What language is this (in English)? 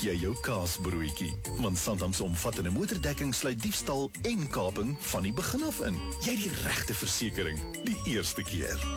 Afrikaans